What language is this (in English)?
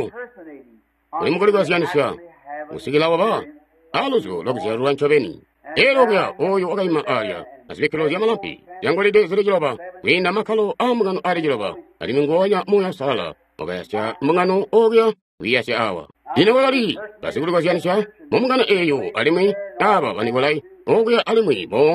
Tonga (Zambia)